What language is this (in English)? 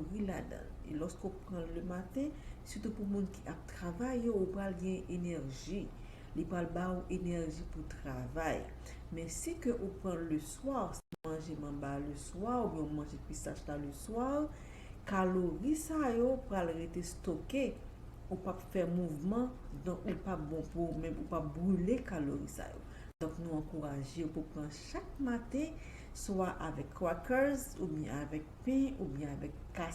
Haitian Creole